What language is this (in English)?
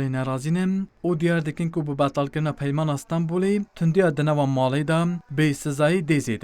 Kurdish